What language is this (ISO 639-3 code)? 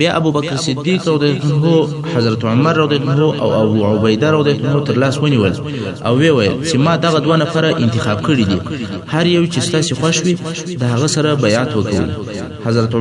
pus